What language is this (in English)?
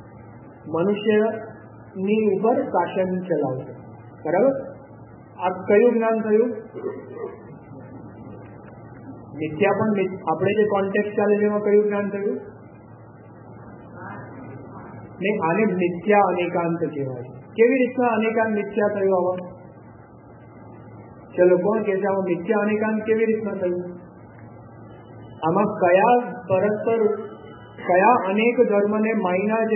Gujarati